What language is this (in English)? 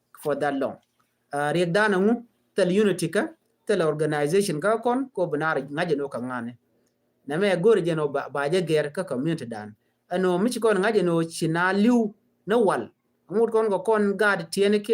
Nuer